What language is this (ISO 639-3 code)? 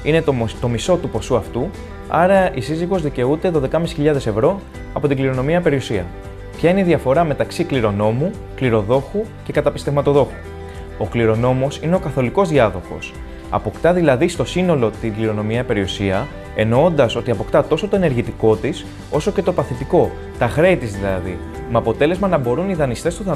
ell